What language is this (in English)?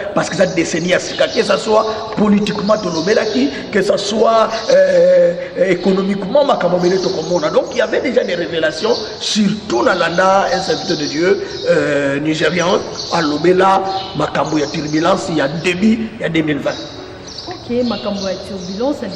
Lingala